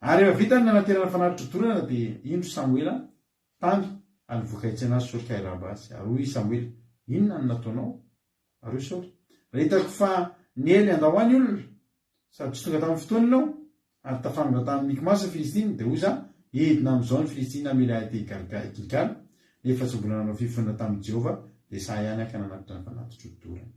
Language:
Malagasy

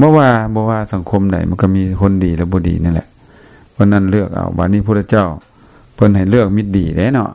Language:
Lao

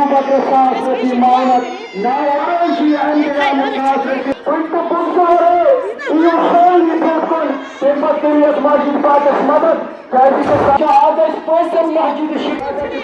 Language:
Kashmiri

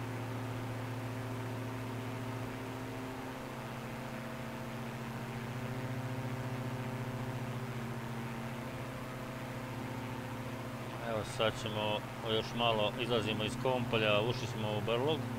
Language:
Croatian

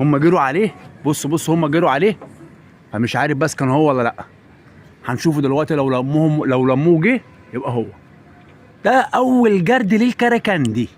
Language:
Egyptian Arabic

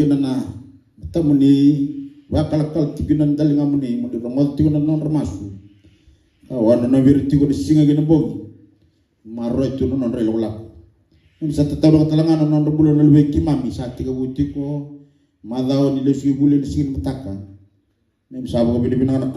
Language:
Fijian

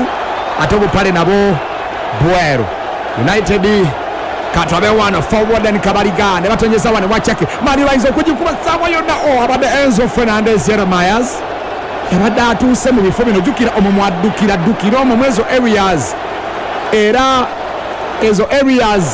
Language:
Ganda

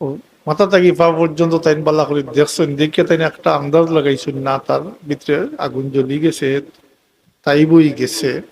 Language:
Sylheti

